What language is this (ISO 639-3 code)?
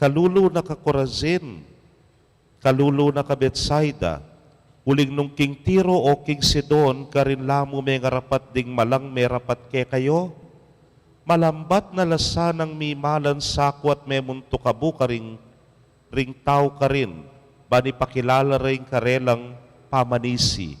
pam